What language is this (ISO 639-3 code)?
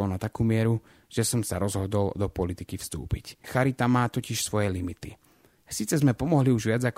slk